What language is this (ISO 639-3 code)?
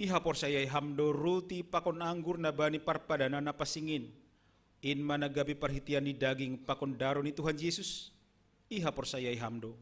bts